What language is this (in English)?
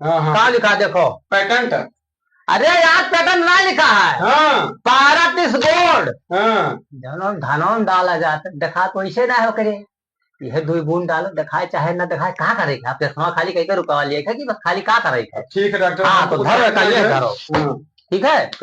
Awadhi